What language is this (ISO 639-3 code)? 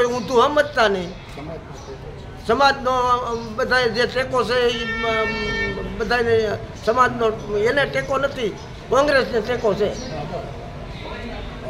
guj